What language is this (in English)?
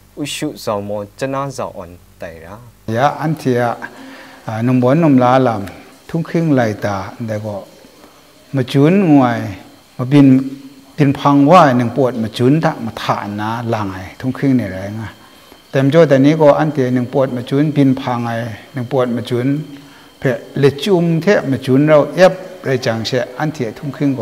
Kachin